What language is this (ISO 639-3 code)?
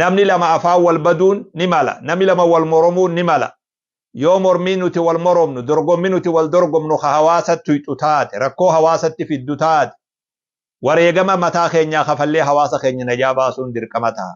orm